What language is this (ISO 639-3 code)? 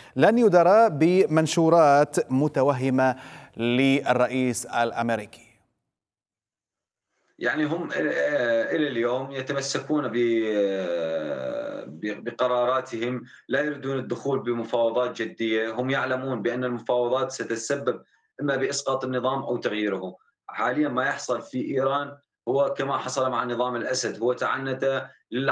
ara